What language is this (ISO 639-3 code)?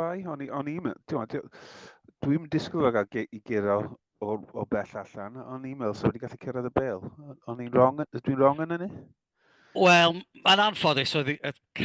cym